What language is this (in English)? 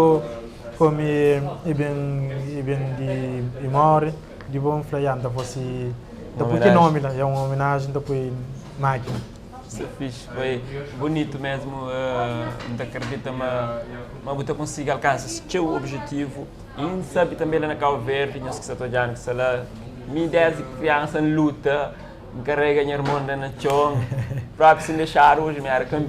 Kabuverdianu